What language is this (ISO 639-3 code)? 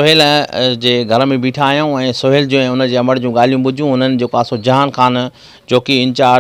snd